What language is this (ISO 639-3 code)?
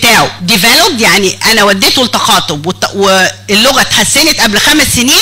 arz